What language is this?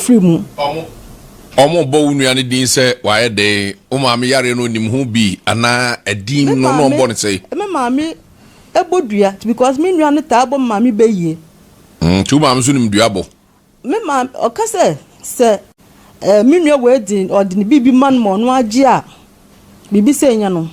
Akan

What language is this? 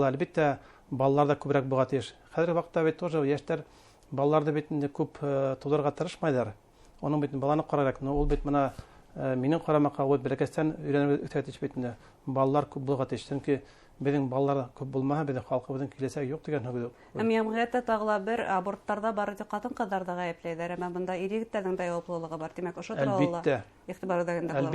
Bashkir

